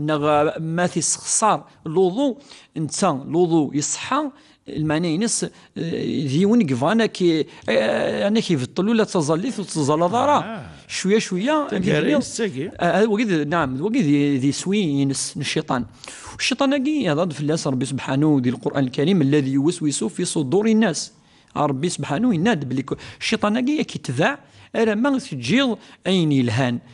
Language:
Kabyle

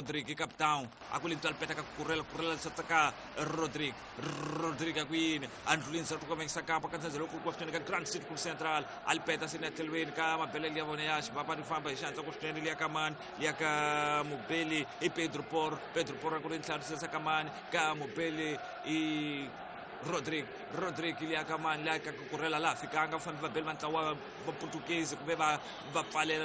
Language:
Tsonga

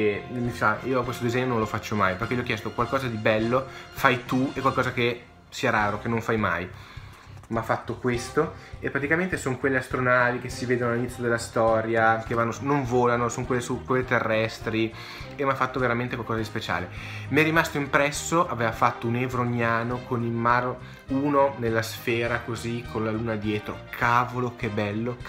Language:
Italian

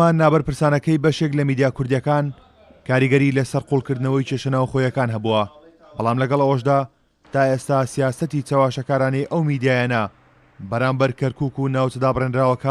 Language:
Central Kurdish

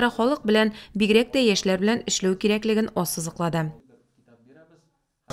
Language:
Tatar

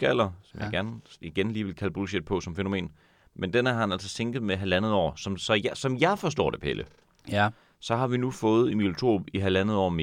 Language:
Danish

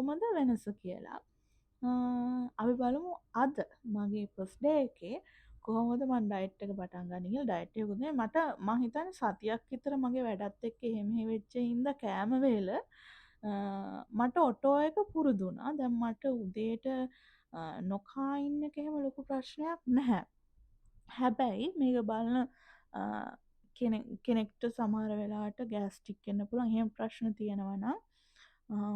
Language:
Sinhala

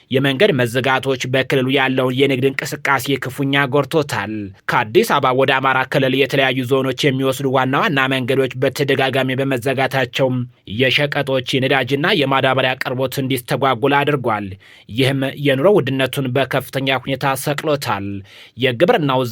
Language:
Amharic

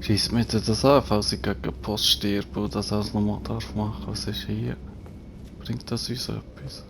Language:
Swiss German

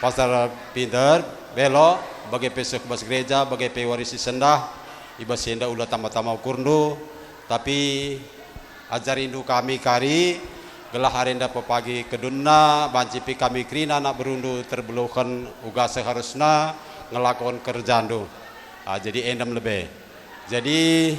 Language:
Batak Karo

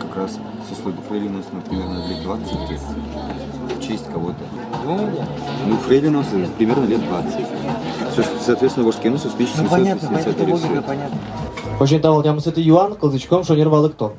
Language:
Udmurt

